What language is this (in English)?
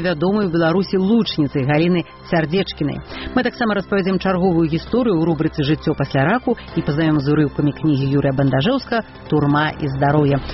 Belarusian